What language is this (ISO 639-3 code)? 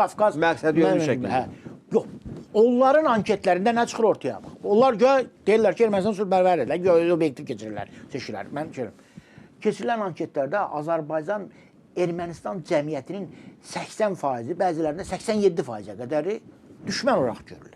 aze